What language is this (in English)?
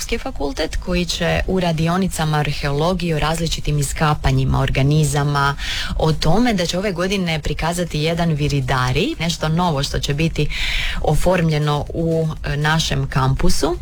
Croatian